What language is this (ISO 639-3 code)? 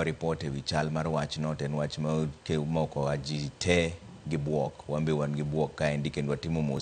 luo